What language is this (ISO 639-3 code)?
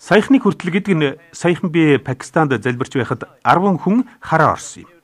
mon